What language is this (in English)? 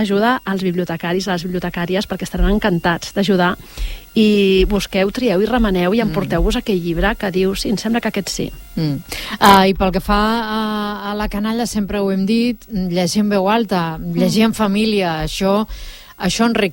Catalan